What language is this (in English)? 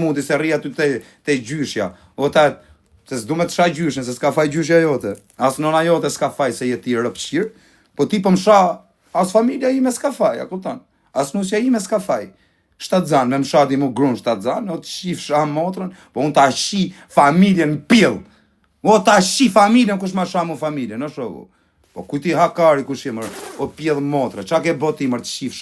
Albanian